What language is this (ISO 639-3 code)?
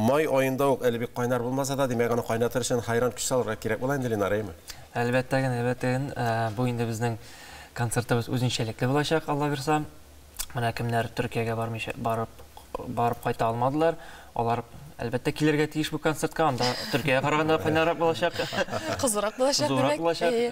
tat